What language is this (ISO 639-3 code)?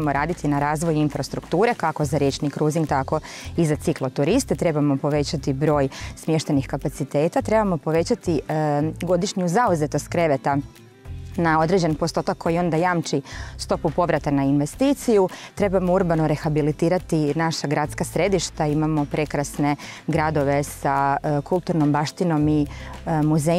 hrv